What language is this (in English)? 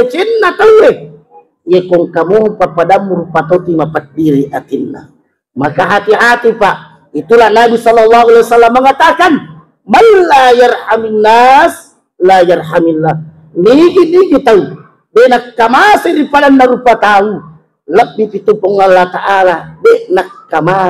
Buginese